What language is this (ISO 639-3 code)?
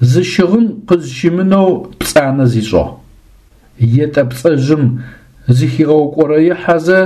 ady